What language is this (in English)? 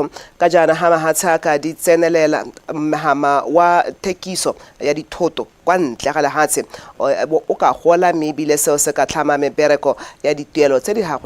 Tswana